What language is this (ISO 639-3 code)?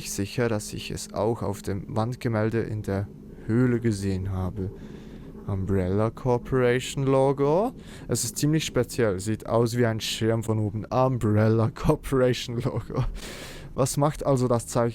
gsw